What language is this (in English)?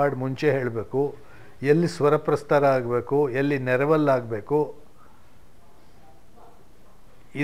Kannada